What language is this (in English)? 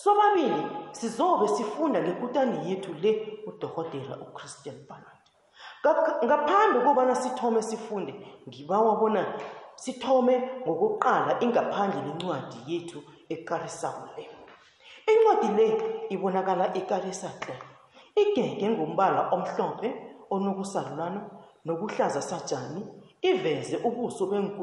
South Ndebele